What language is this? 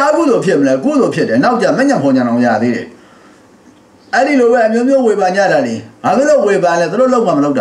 Burmese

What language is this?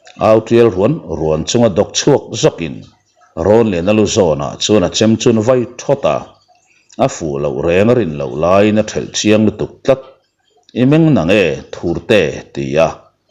Mizo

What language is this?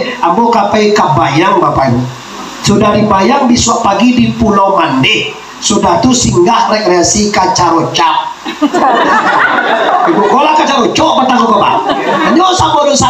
Minangkabau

